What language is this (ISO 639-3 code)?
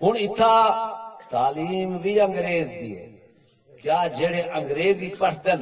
skr